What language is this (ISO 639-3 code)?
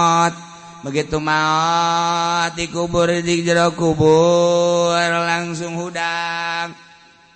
sun